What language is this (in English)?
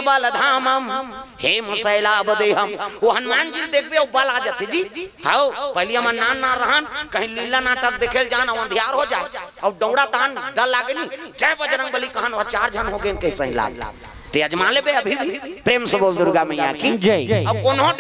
Chhattisgarhi